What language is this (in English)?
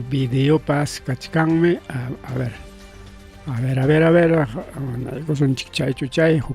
Ayacucho Quechua